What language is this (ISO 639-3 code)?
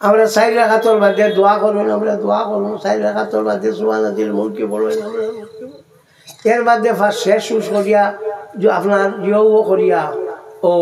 syl